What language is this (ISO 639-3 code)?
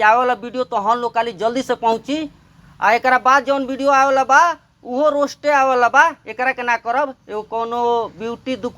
bho